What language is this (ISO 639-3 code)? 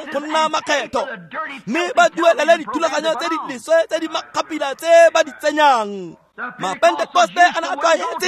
tsn